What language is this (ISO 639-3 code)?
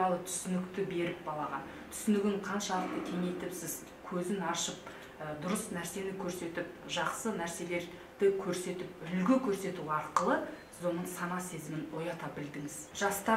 kaz